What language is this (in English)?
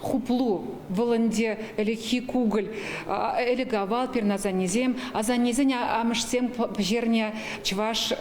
Chuvash